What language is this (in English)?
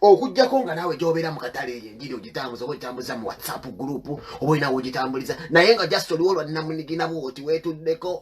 Ganda